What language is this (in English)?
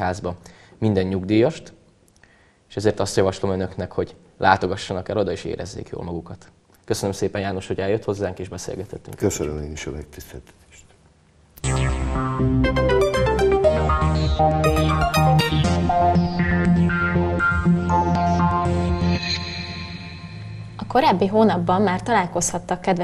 Hungarian